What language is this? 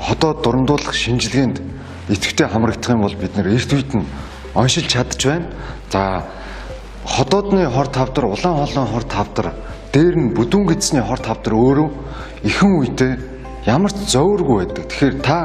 Mongolian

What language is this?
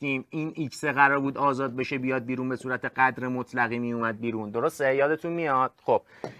Persian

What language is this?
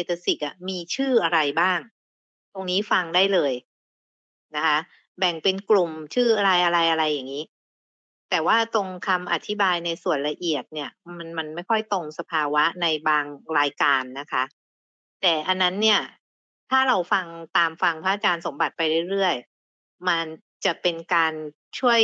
Thai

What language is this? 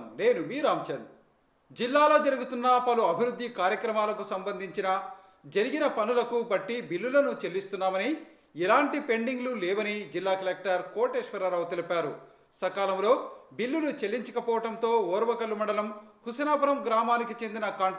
Telugu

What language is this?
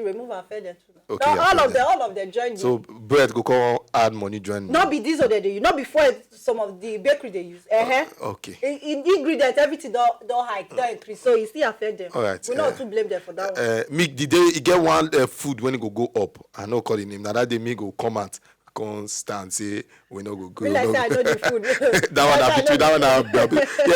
Nigerian Pidgin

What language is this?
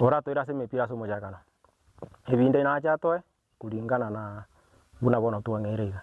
Gusii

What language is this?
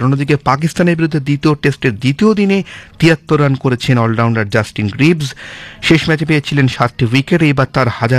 Bangla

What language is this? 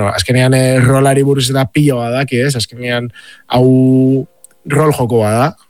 Basque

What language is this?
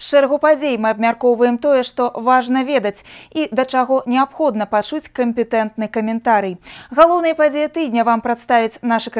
Belarusian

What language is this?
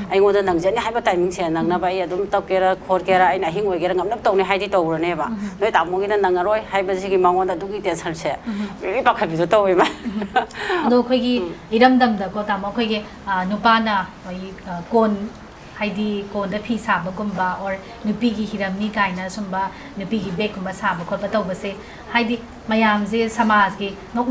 Manipuri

